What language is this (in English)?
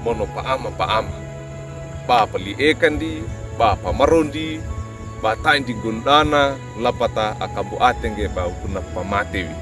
Wejewa